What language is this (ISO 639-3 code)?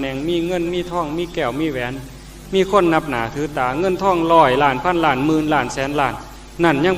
tts